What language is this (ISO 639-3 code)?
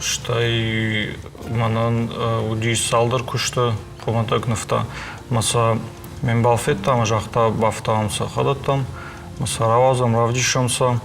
oss